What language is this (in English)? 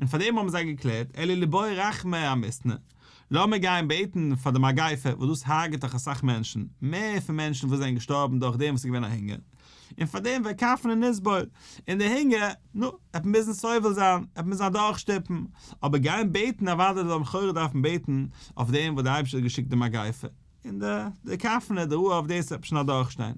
Yiddish